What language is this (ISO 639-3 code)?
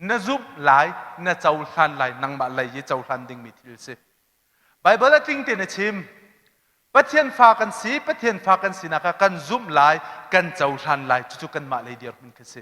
cnh